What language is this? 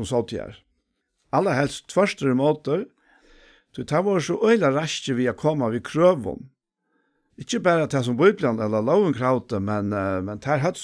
Faroese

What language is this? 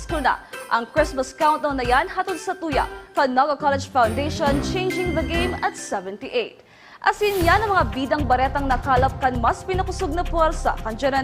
Bikol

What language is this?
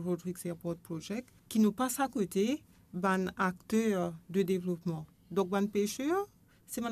Morisyen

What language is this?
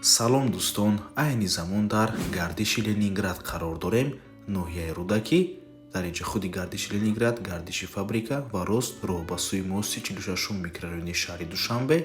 Tajik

